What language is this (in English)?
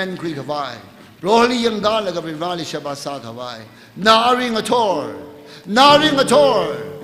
Tangkhul Naga (India)